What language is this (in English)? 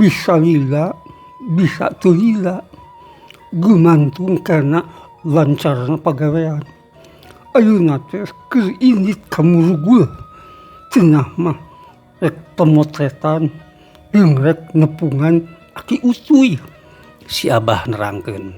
Sundanese